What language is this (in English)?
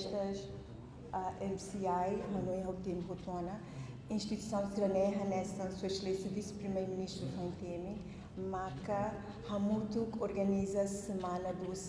Tetum